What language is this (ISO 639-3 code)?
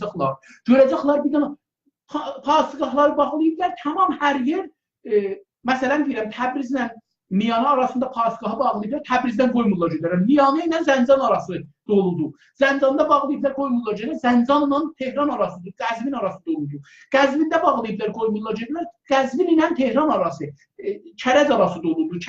azb